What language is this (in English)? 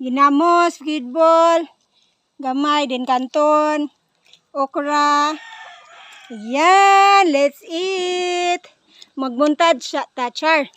Cebuano